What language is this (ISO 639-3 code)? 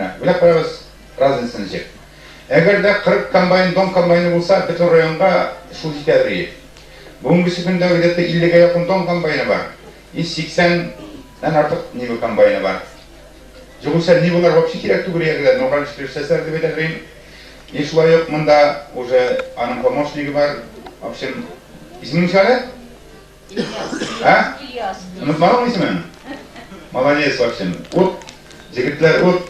tat